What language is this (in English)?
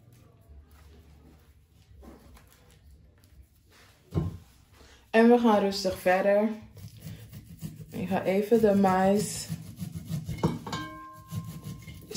Dutch